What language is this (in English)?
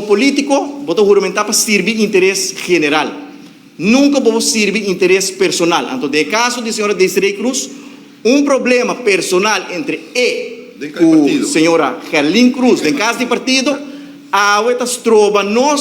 Papiamento